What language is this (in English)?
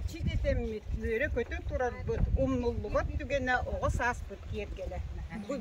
Yakut